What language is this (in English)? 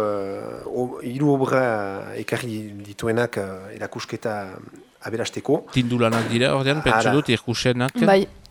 Basque